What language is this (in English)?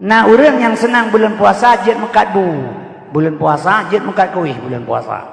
Achinese